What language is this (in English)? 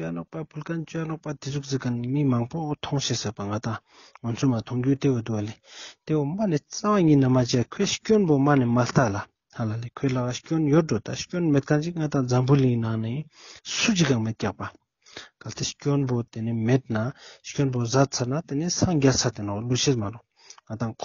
Ladakhi